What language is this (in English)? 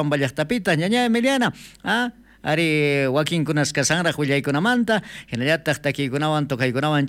South Bolivian Quechua